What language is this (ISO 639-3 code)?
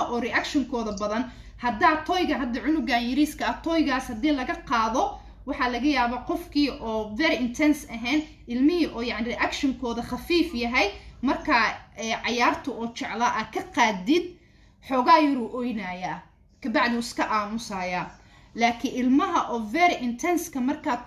som